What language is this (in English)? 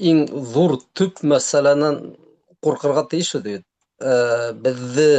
Bashkir